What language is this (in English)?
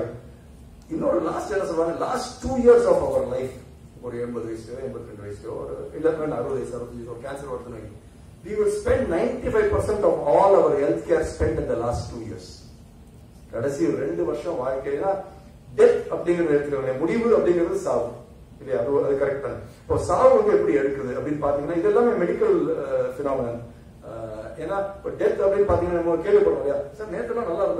Tamil